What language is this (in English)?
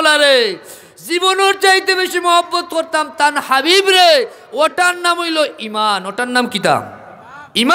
Sylheti